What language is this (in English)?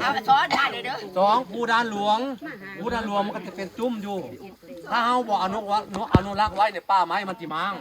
Northeastern Thai